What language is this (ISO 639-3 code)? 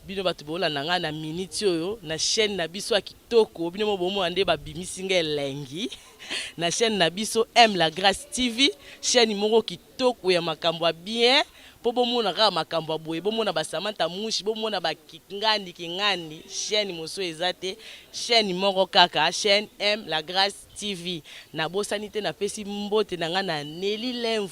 lin